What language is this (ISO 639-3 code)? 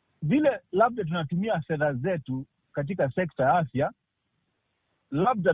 swa